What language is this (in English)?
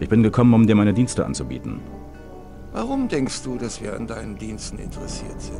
Bavarian